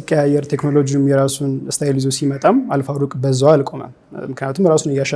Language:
Amharic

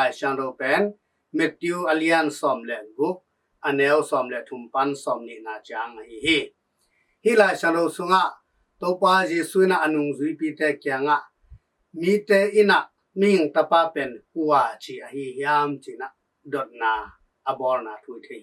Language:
Tedim Chin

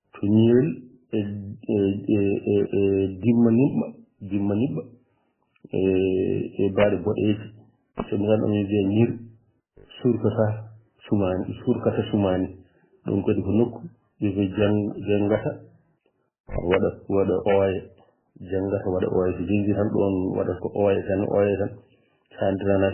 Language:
Fula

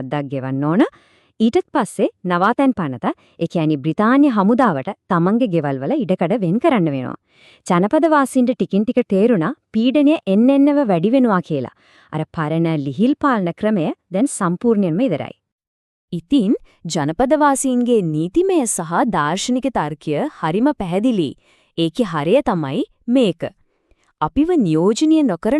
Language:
Sinhala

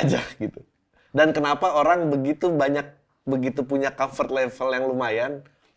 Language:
Indonesian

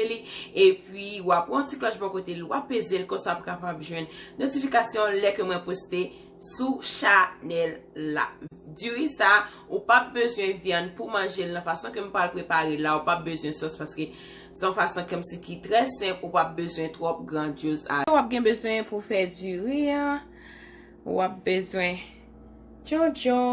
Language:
Haitian Creole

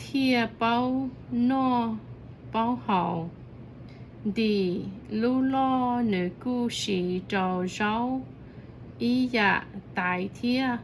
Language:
Hmong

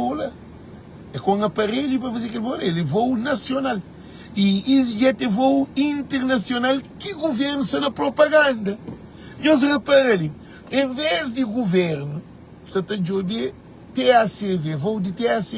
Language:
Kabuverdianu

